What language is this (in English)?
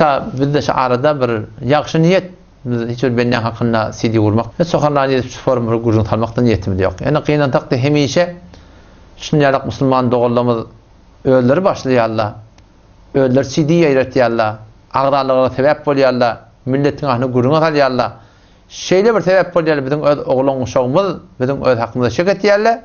Turkmen